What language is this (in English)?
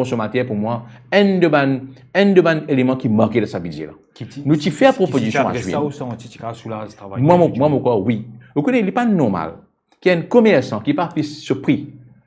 Morisyen